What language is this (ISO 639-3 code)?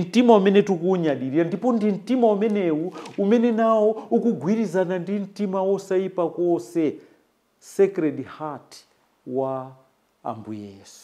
nya